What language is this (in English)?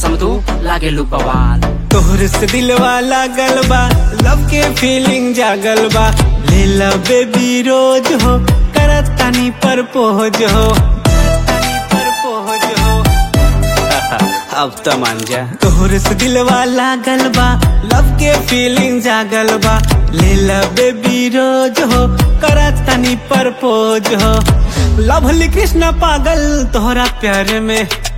Bhojpuri